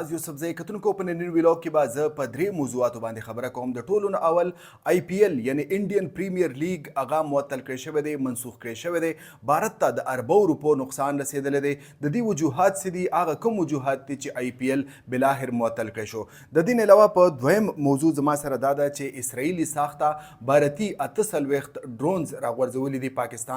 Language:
Pashto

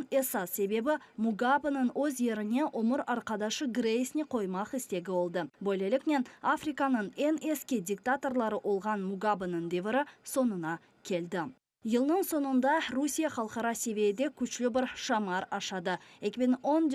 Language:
Crimean Tatar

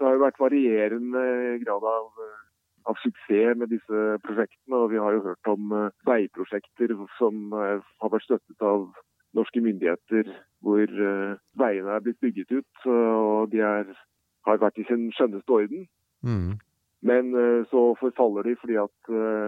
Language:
Norwegian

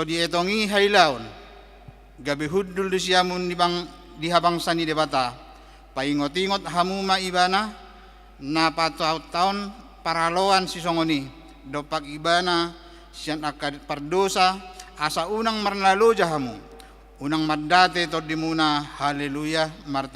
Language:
Batak Toba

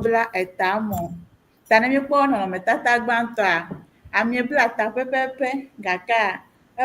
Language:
Ewe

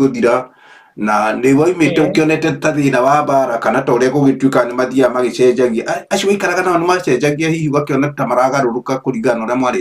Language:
Kikuyu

